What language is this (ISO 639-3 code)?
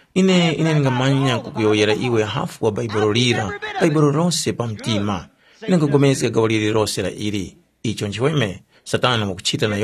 tum